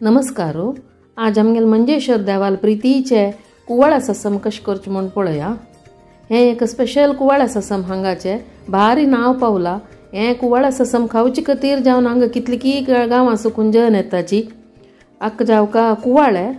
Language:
Konkani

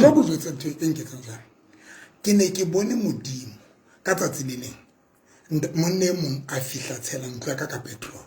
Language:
Southern Sotho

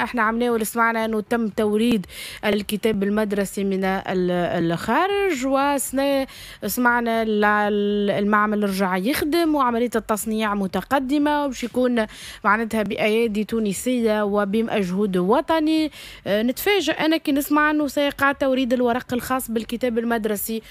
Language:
Tunisian Arabic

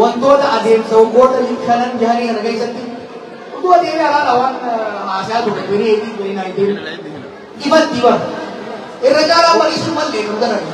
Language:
Oromo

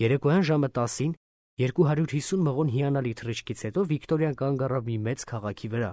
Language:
Armenian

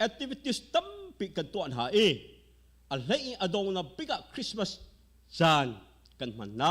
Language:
Hakha Chin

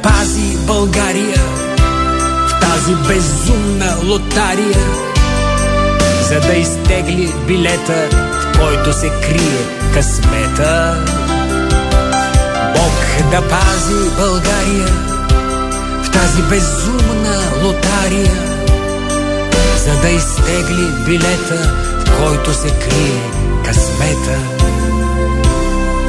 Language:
Bulgarian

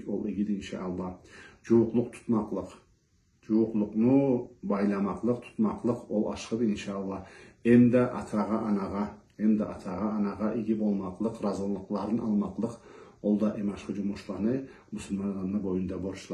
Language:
Karachay-Balkar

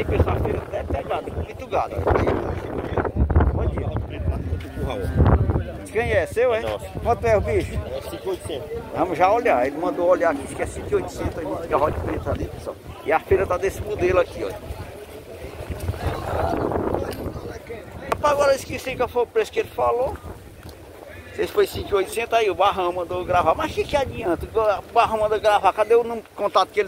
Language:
Portuguese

